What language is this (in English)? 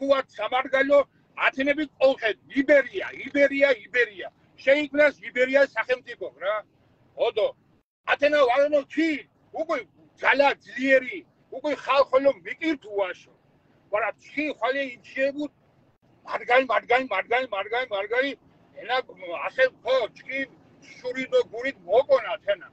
Mingrelian